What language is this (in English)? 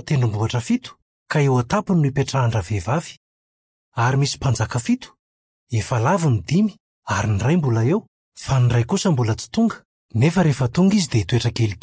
Malagasy